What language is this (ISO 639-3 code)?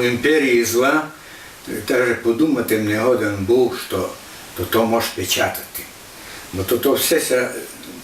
rue